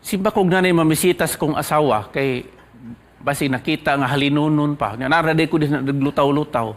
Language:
Cebuano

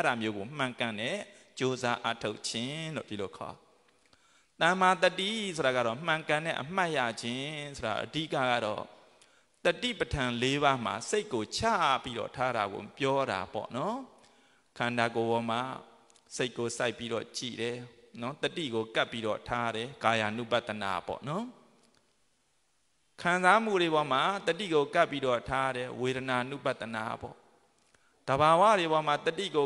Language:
Burmese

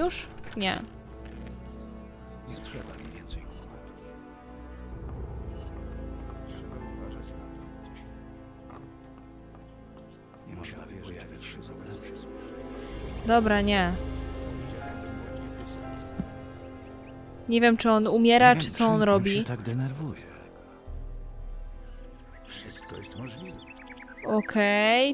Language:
Polish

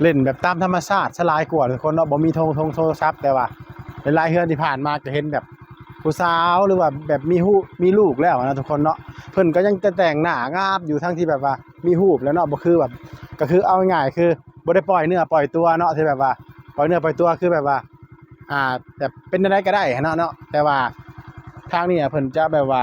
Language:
Northeastern Thai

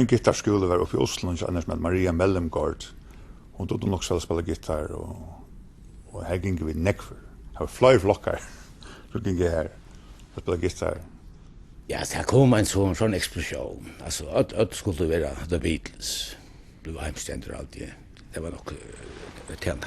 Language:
Faroese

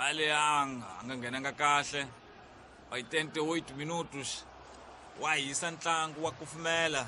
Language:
Tsonga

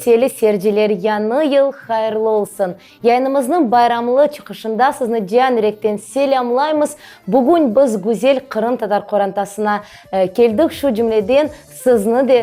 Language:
Crimean Tatar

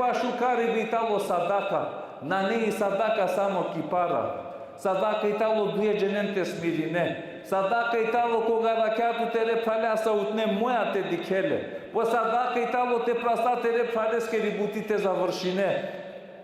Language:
Balkan Romani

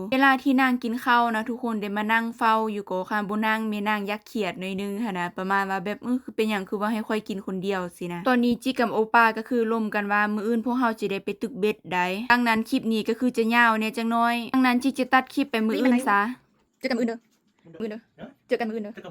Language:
Lao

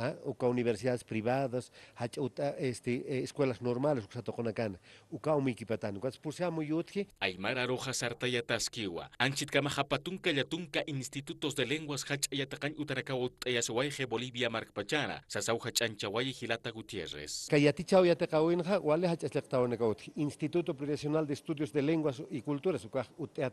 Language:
Aymara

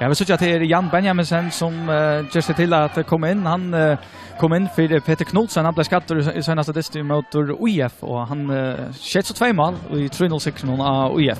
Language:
Faroese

